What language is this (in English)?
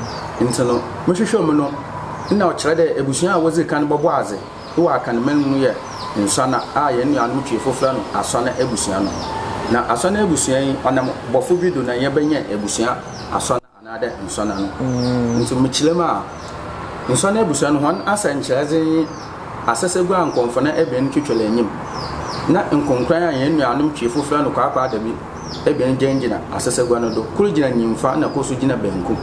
Akan